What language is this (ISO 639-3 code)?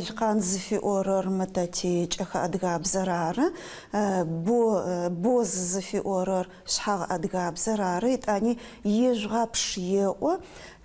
ady